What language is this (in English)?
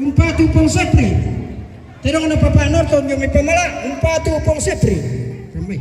Toraja-Sa'dan